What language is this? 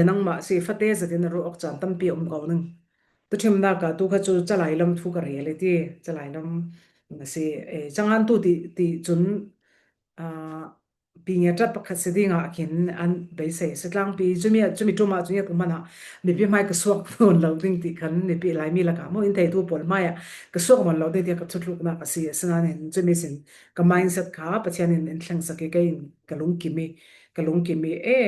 Falam Chin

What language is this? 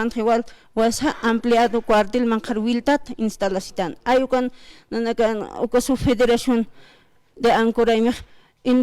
Aymara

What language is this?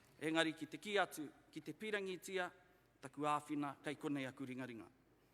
Māori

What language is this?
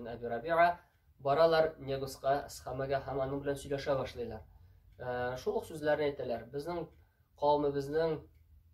Tatar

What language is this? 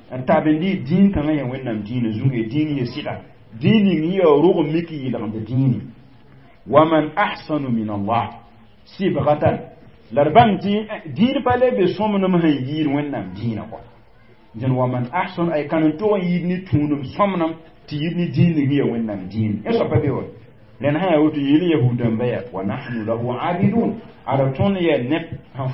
Mossi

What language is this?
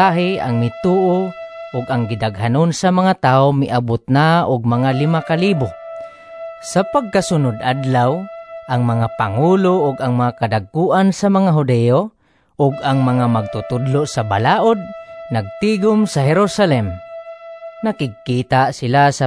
Cebuano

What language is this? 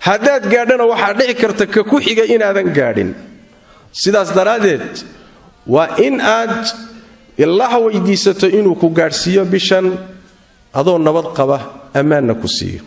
Somali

